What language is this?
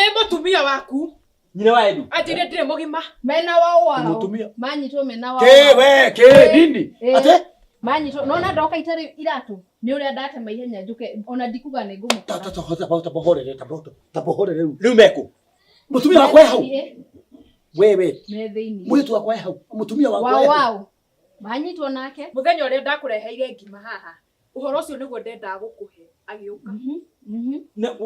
Kikuyu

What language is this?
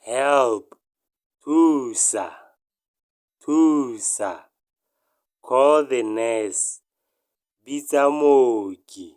Tswana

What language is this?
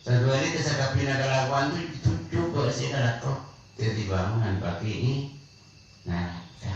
Madurese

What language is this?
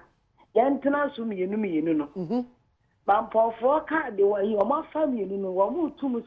Akan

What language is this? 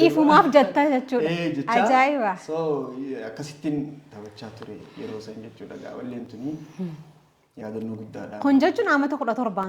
Oromo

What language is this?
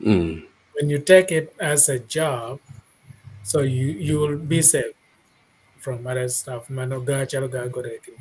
Acoli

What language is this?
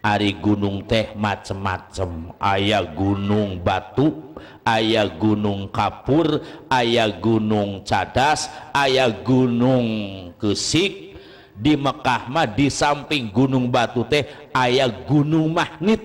Sundanese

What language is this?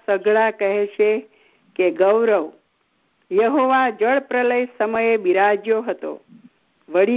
Gujarati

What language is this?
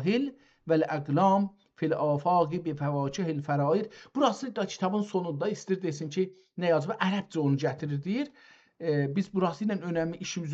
South Azerbaijani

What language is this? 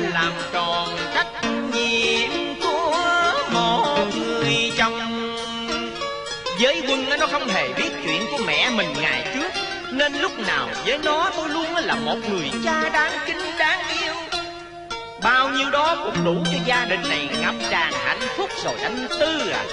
Vietnamese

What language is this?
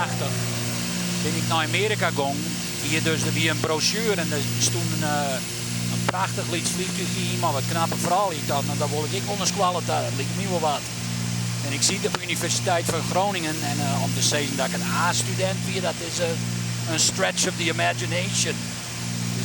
Western Frisian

